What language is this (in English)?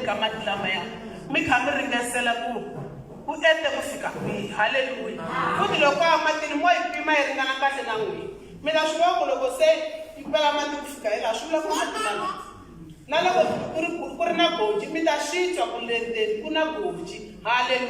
Tsonga